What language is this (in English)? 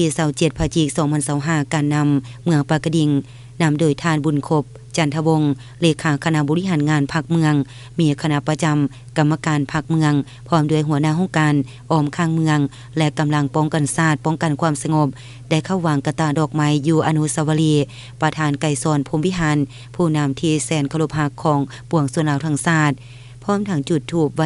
Lao